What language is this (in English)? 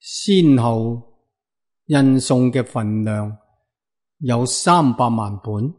Cantonese